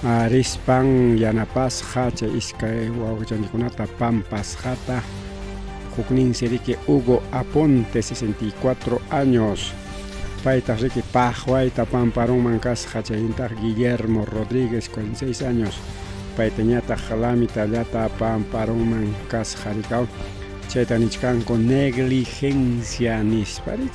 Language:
Ayacucho Quechua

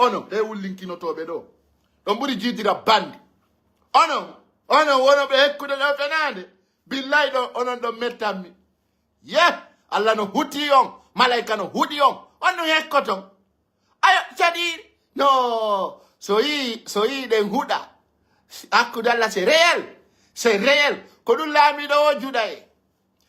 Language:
Pular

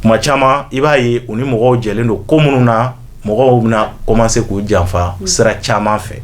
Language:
Bambara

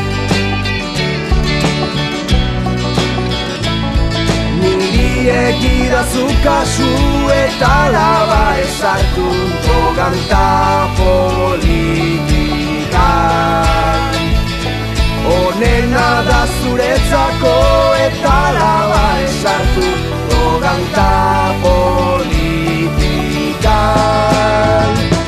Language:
Basque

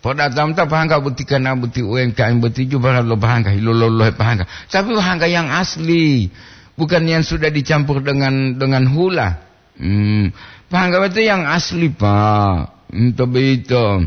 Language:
Gorontalo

